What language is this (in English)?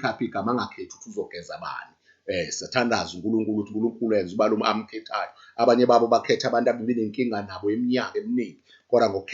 Zulu